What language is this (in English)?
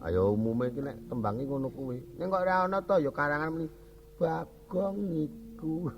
Javanese